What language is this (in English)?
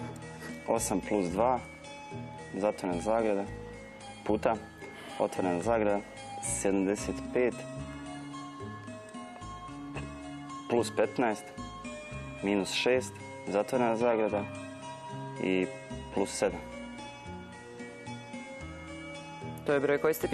Serbian